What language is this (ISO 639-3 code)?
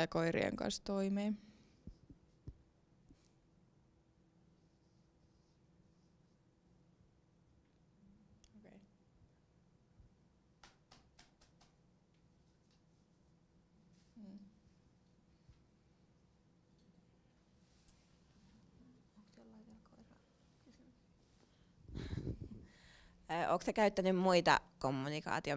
fin